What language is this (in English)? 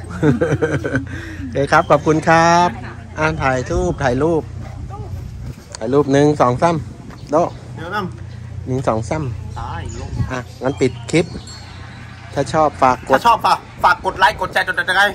Thai